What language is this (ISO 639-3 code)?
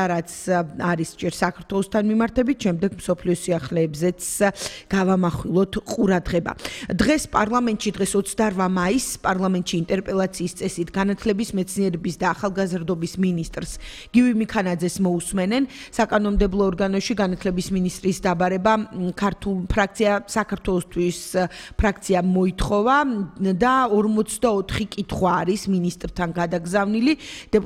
kat